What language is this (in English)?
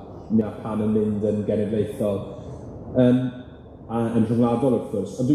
Welsh